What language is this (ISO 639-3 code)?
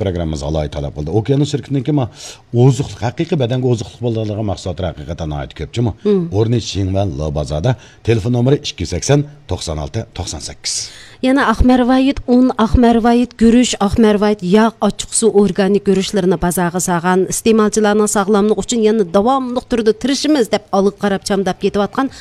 uig